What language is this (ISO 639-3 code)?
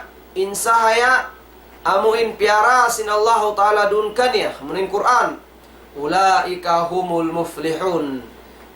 tsg